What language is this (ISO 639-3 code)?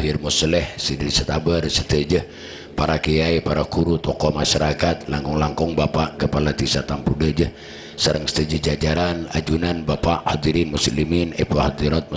mad